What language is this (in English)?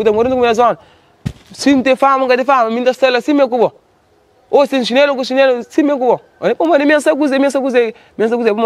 Kabuverdianu